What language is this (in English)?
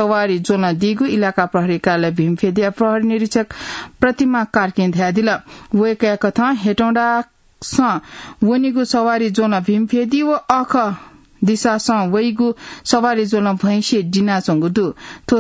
Newari